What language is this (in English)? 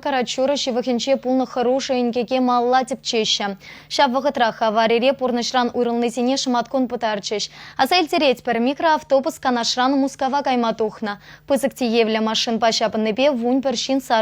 Chuvash